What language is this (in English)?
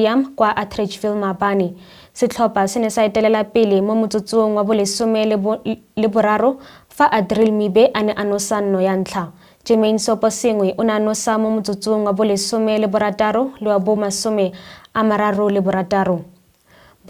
Tswana